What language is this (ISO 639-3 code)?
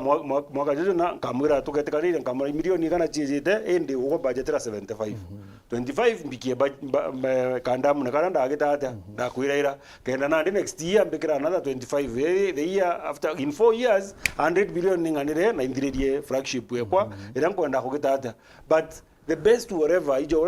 mer